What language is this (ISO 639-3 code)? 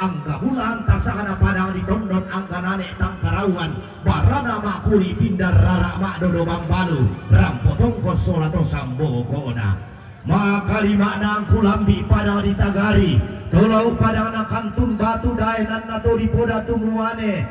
sda